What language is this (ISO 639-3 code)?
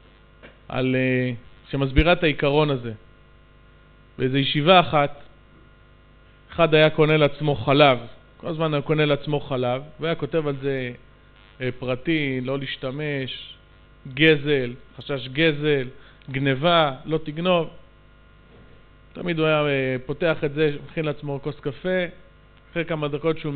heb